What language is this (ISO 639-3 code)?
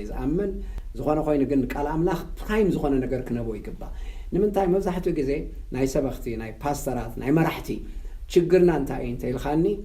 tir